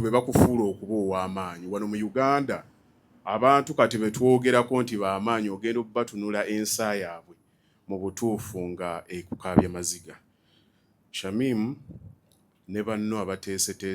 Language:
Ganda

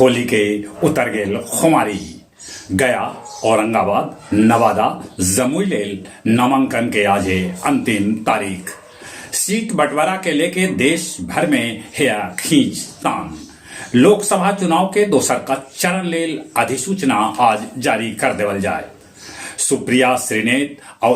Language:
Magahi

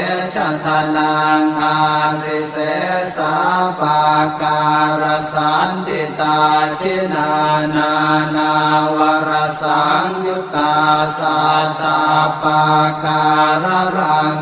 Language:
Pali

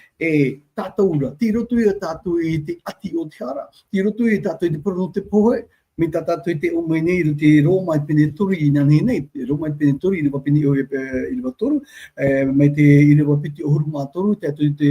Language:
Tahitian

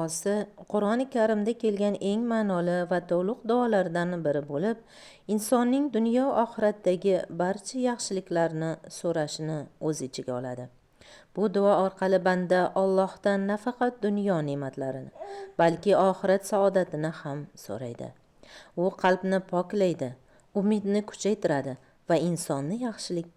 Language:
Uzbek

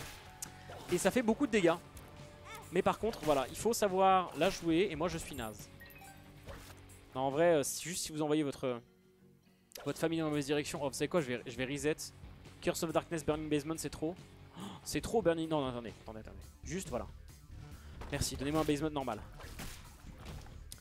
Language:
French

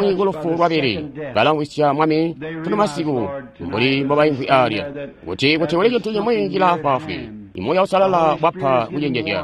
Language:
Tonga (Zambia)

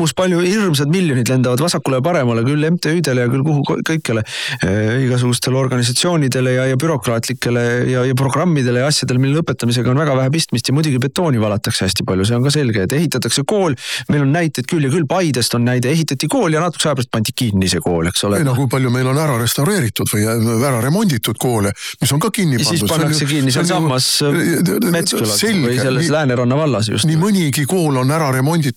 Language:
Estonian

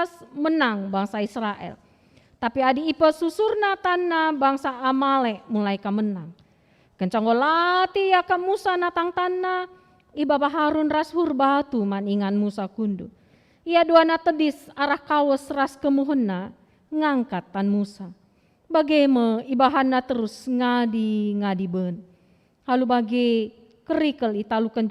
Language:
Batak Karo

